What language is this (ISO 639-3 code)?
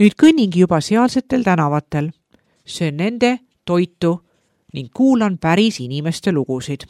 est